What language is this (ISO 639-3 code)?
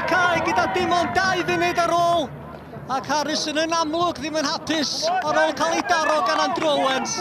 cym